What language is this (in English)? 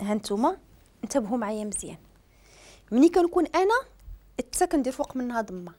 Moroccan Arabic